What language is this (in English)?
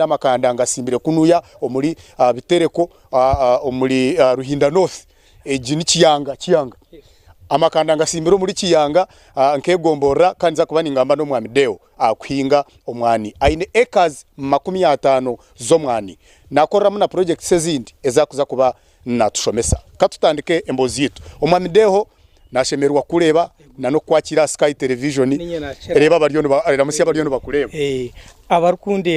Nyankole